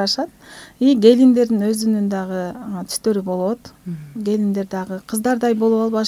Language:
Kyrgyz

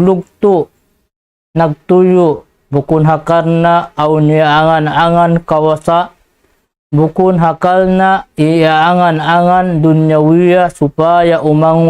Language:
Tausug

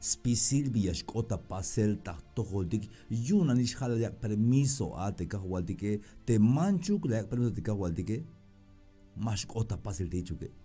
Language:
Tzeltal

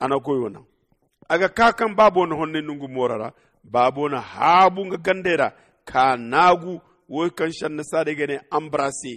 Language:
Zarma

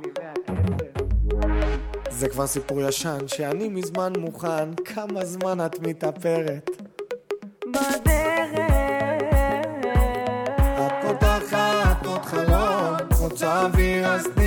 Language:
Hebrew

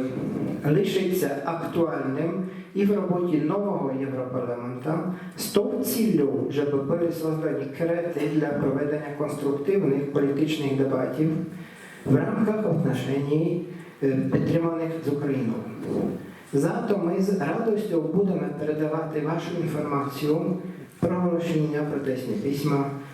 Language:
Rusyn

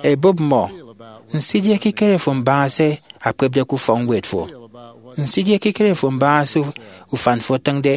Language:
Efik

